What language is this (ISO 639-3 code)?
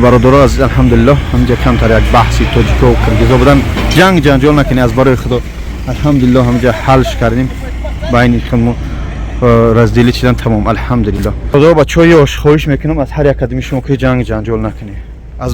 tgk